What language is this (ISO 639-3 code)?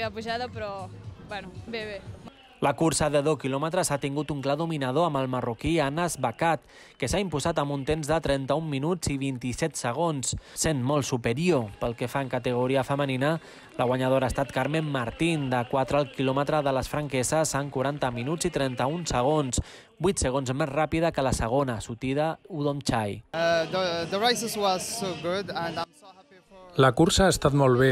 cat